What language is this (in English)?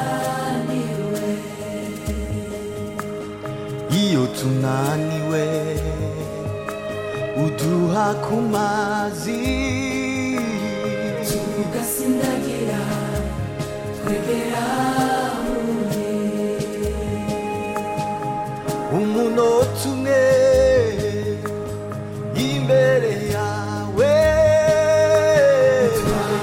Kinyarwanda